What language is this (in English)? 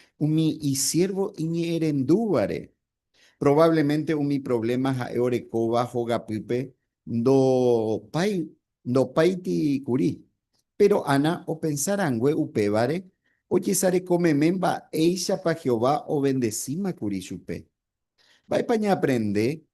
Guarani